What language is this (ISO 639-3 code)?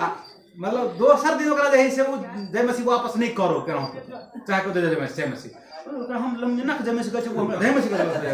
mai